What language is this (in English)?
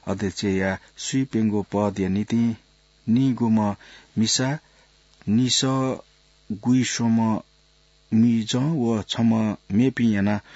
Newari